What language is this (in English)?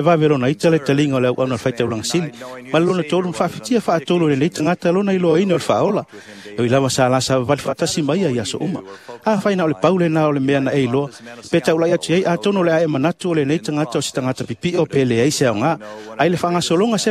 Samoan